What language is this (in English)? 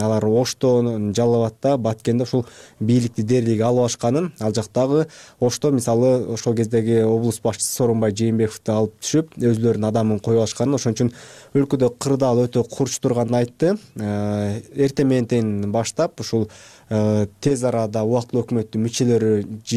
Kyrgyz